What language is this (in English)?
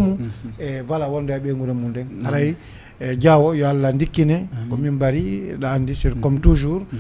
Fula